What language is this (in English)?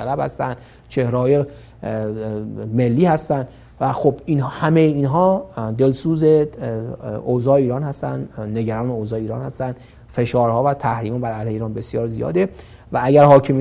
Persian